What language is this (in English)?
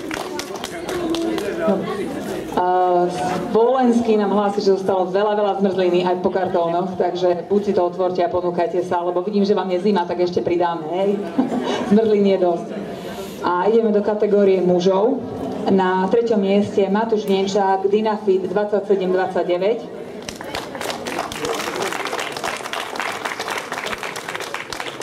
Slovak